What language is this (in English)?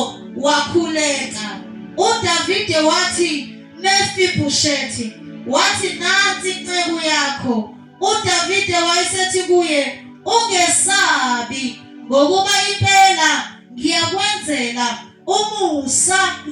Zulu